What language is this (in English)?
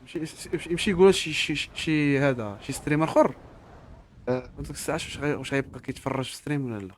Moroccan Arabic